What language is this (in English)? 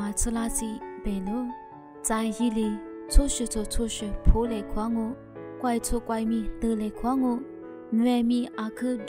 Lisu